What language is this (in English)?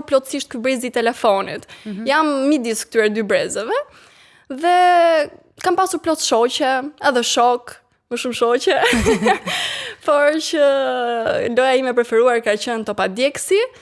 Albanian